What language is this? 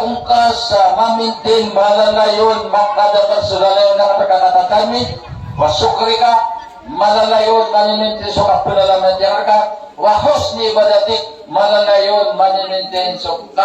Maranao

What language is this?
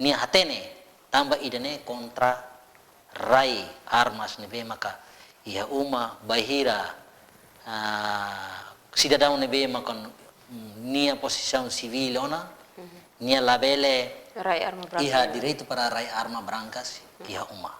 Tetum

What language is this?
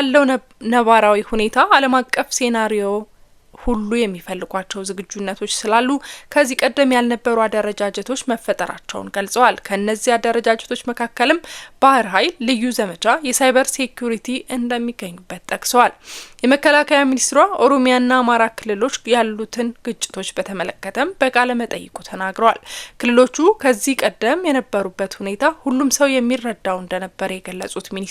Amharic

